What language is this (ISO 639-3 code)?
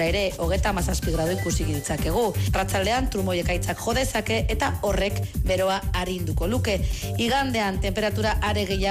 eus